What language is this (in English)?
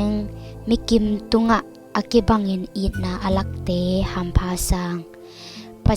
Tedim Chin